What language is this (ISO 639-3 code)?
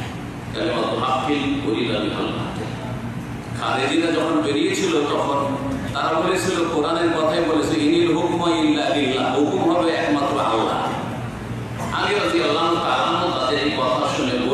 ben